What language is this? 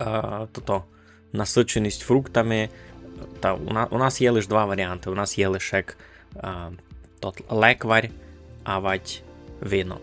Rusyn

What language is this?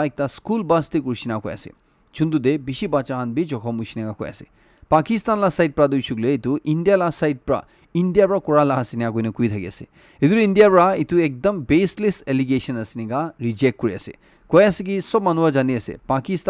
Naga Pidgin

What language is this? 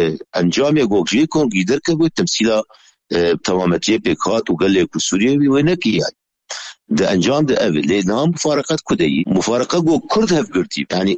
Kurdish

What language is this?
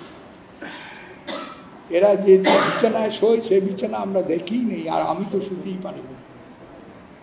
Bangla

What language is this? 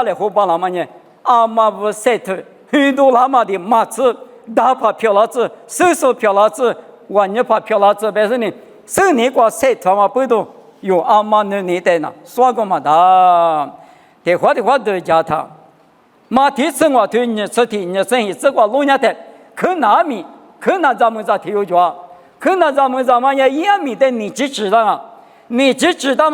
Lisu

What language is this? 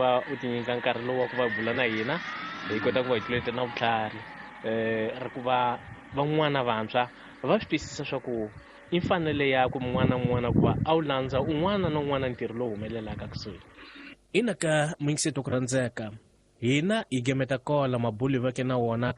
Tsonga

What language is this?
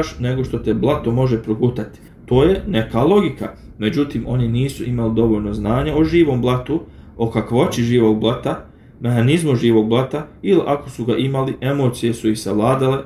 Bosnian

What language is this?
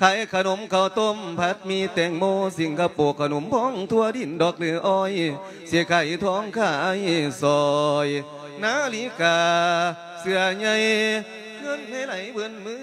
Lao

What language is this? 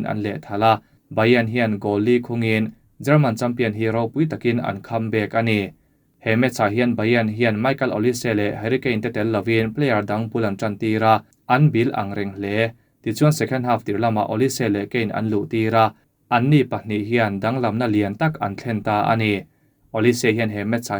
Mizo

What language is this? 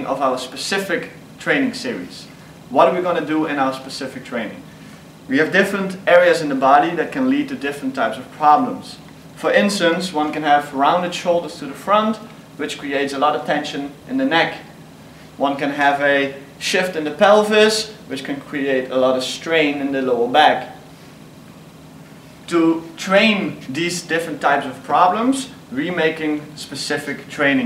English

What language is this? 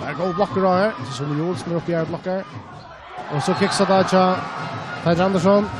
Faroese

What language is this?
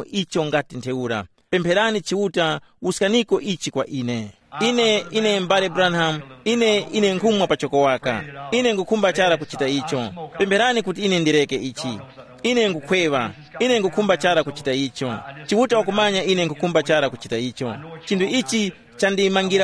Tumbuka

